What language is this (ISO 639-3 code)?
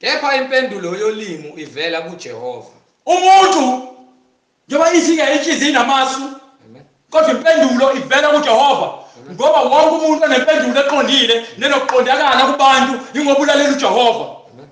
zul